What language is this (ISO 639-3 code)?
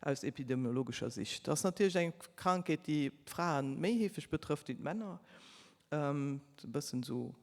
ltz